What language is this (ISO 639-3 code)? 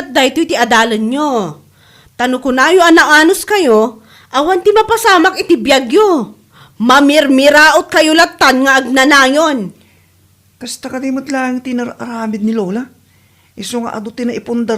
ilo